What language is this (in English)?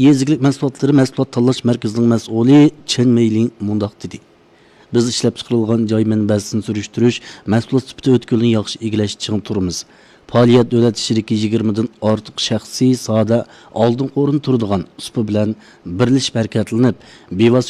Uyghur